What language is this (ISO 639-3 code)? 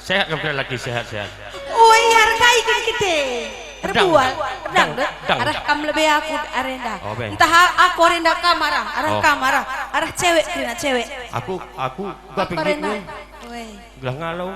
btx